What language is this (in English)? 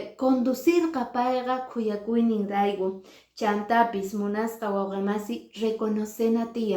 Quechua